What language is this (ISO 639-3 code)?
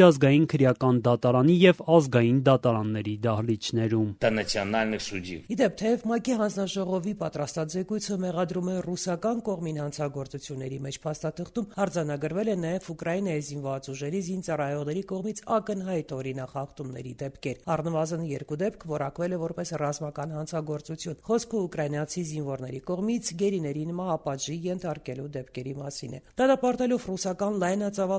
hye